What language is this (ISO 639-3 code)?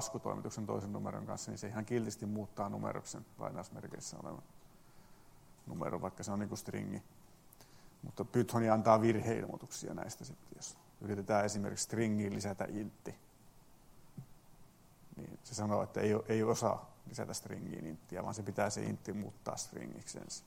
fin